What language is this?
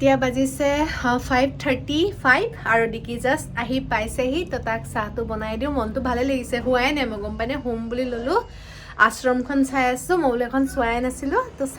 Assamese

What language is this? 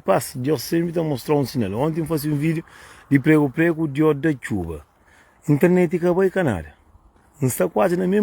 Kabuverdianu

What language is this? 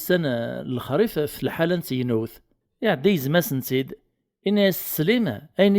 Kabyle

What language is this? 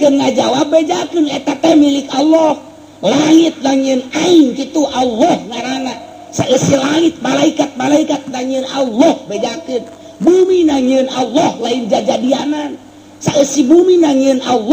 Sundanese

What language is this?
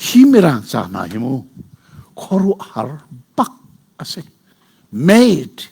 Hakha Chin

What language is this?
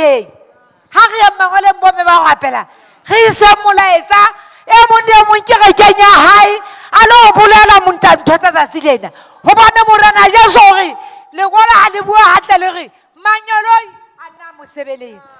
Southern Sotho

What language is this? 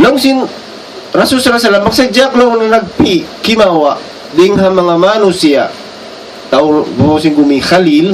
Tausug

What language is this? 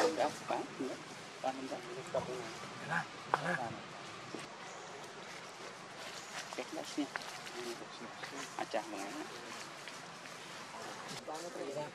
Vietnamese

